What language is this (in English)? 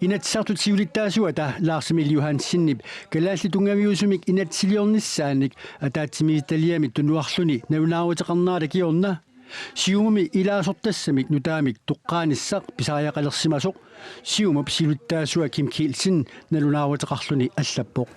Kalaallisut